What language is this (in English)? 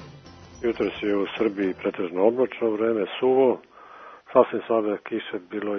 Serbian